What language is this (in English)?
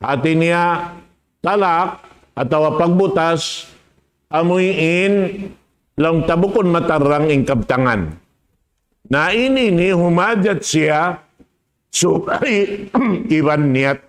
Tausug